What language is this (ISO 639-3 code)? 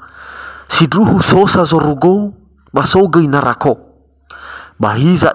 nia